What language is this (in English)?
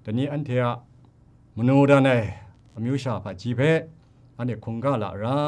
Kachin